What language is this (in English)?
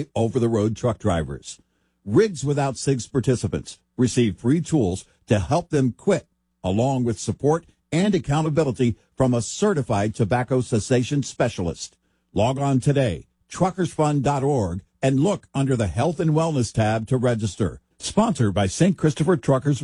English